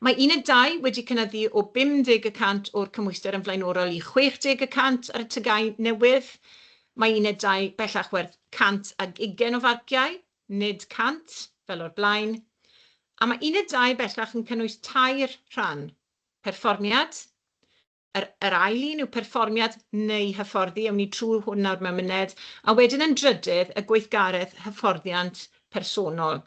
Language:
Welsh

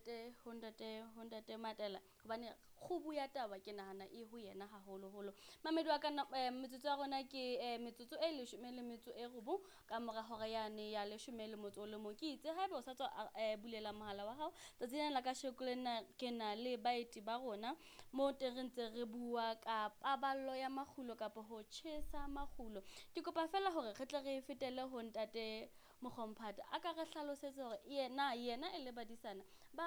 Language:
Southern Sotho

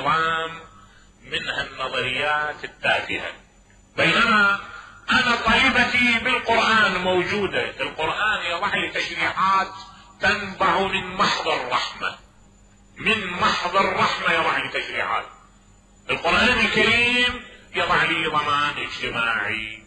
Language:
Mesopotamian Arabic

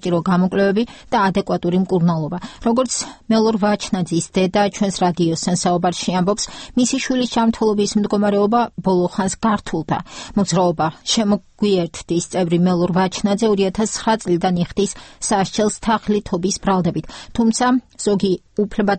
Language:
Georgian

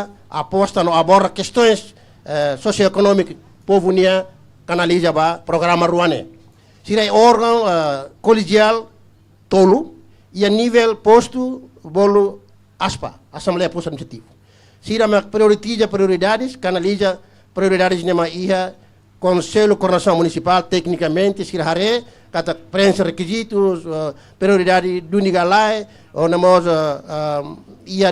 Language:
Tetum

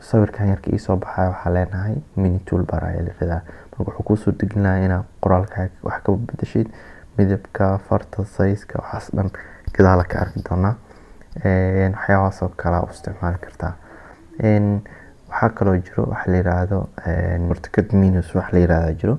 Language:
Somali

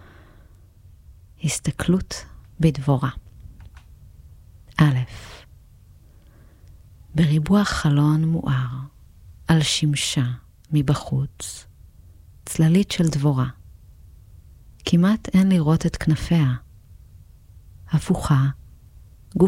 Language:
Hebrew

